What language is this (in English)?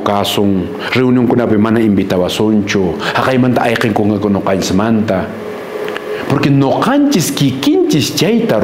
Quechua